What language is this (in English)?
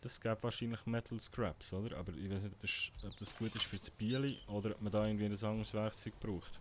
Swiss German